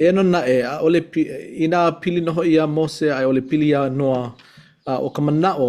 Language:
Hawaiian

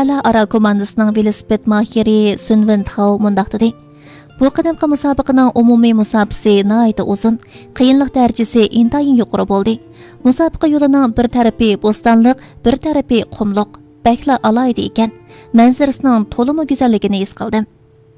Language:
Uyghur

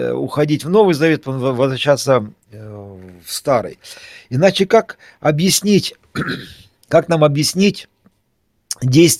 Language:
Russian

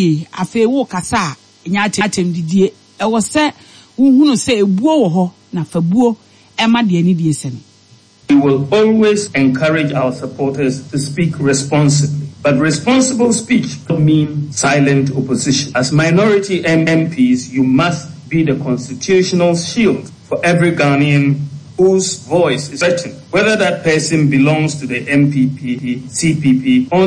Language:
Akan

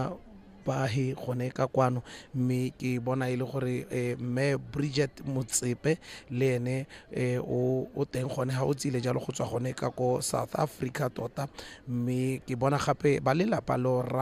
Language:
Tswana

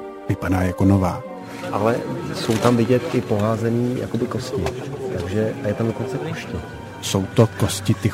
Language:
Czech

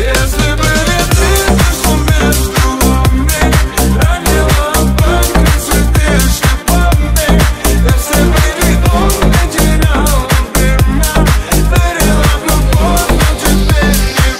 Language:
Russian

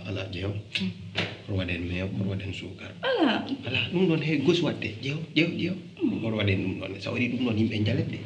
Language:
Fula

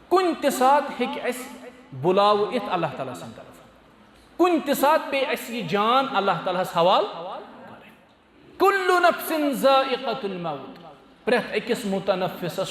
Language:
Kashmiri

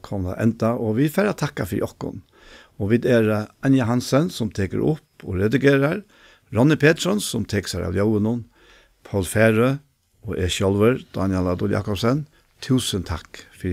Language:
Faroese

